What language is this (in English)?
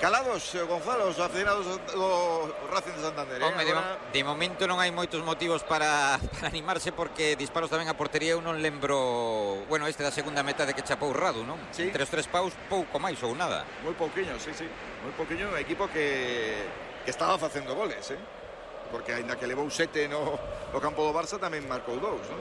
Galician